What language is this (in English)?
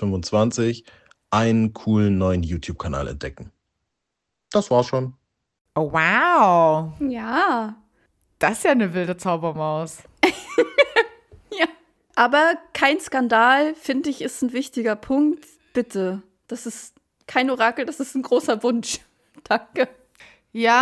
German